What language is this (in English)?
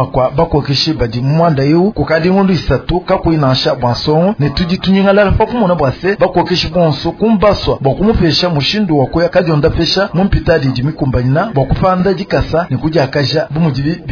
Luba-Lulua